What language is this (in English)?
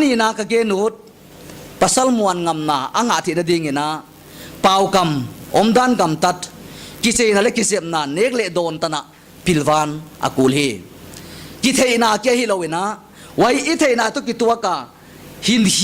Paite Chin